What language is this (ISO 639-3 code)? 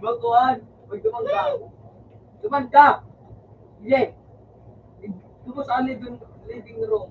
bik